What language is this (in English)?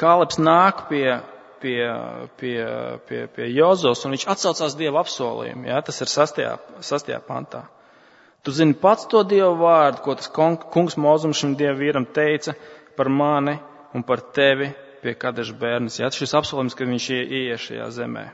Latvian